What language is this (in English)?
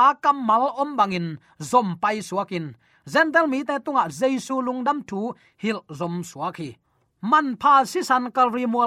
Tedim Chin